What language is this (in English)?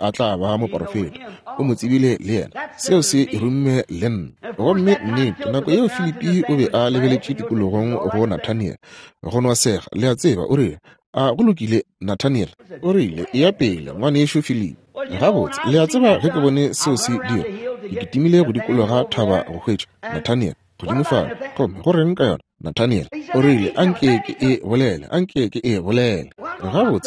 Northern Sotho